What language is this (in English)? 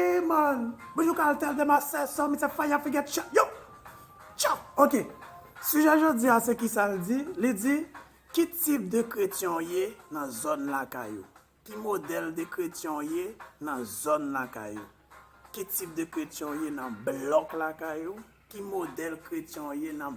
Haitian Creole